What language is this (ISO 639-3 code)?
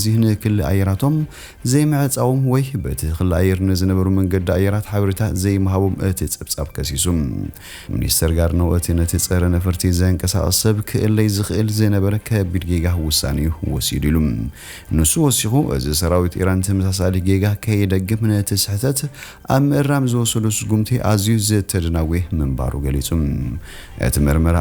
tir